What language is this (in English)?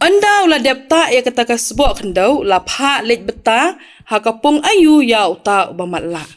Khasi